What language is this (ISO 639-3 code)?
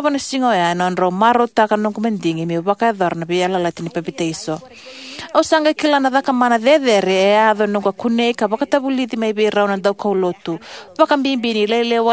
fij